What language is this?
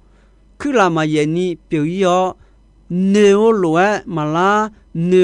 Akha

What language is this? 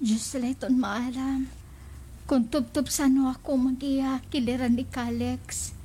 Waray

